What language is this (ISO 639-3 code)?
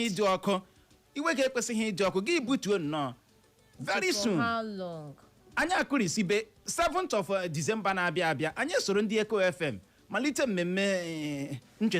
ibo